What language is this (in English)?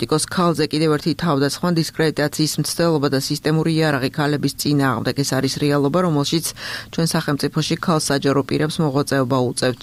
Georgian